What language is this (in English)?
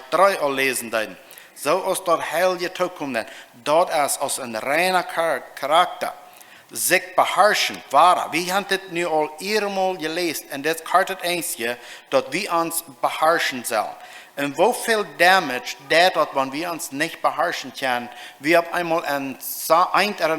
Plautdietsch